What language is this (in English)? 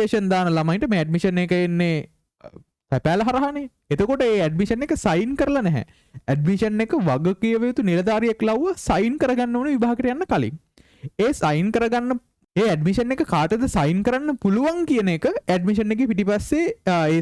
Sinhala